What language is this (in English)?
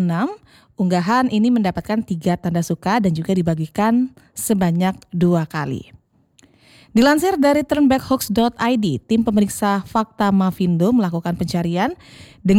Indonesian